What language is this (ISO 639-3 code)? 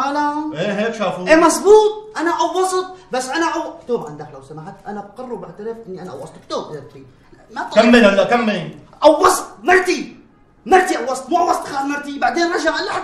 apc